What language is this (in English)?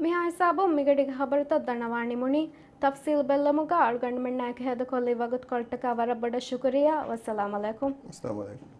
Divehi